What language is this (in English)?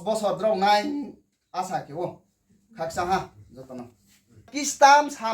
Riang (India)